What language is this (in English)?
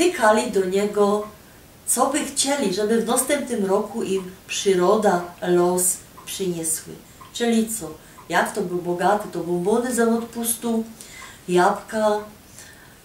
Silesian